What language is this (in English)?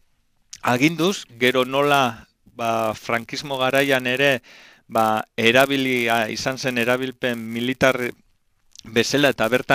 Basque